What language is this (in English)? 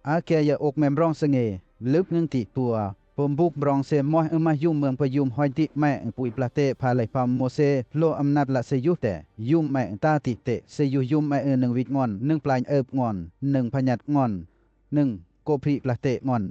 Western Lawa